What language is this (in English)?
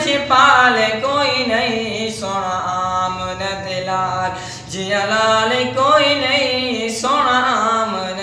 Saraiki